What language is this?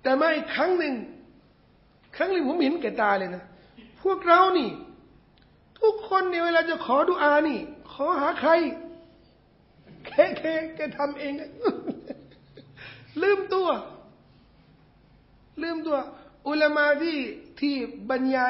Thai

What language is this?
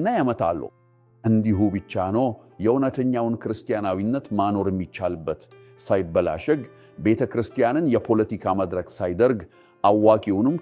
Amharic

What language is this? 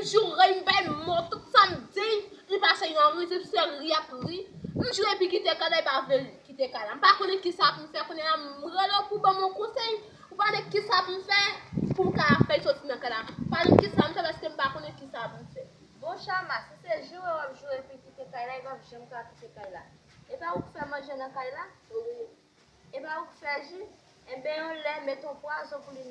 Haitian Creole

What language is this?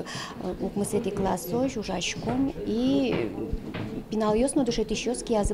Udmurt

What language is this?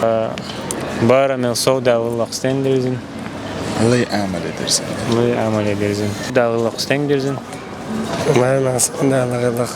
Chechen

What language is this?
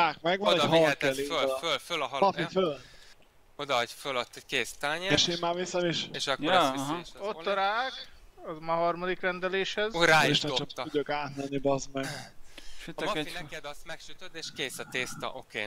Hungarian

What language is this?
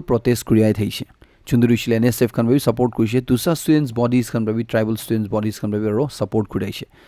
Naga Pidgin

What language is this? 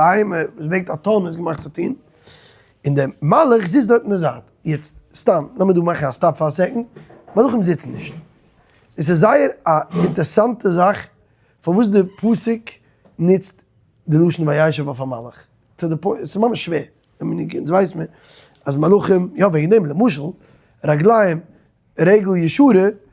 Yiddish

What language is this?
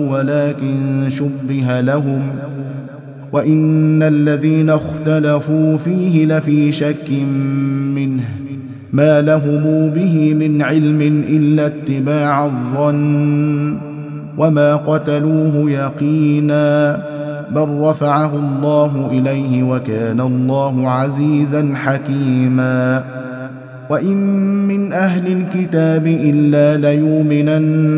Arabic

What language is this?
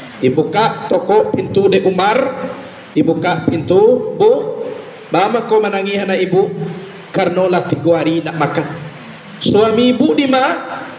Minangkabau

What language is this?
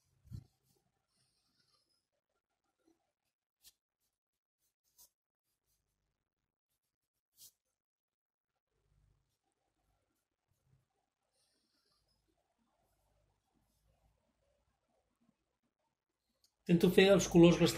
Catalan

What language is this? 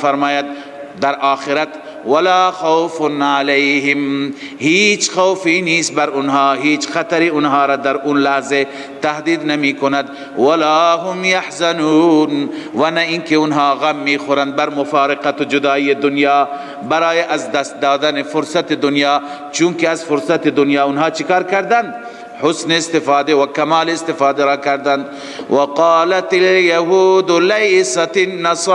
Persian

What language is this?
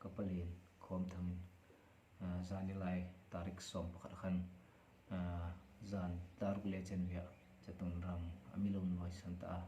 Hmar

